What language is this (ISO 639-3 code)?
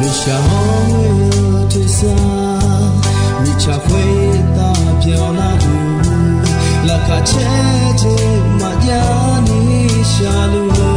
ahk